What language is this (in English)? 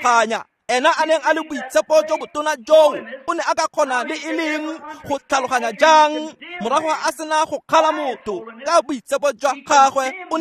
Tswana